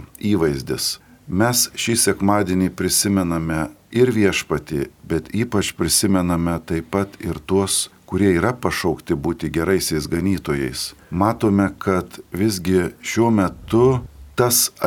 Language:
Lithuanian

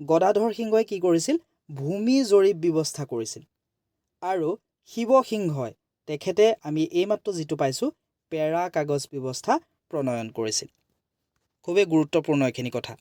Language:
Assamese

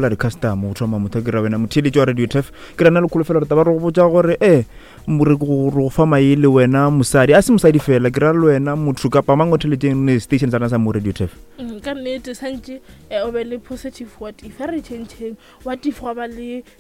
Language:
Northern Sotho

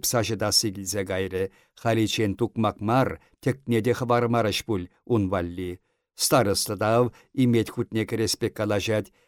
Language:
Chuvash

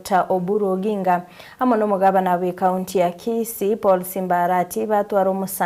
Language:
Gusii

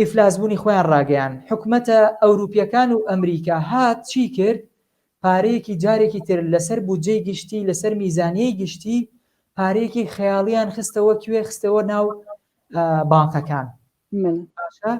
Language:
Central Kurdish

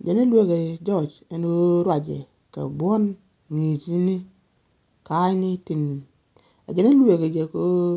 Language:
Nuer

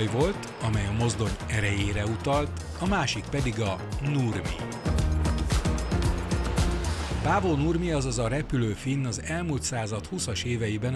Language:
Hungarian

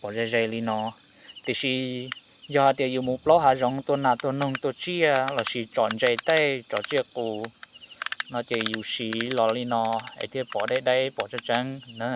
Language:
Hmong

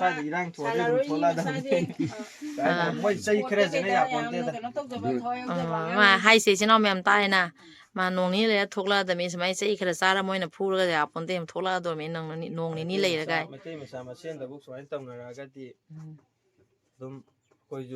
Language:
Manipuri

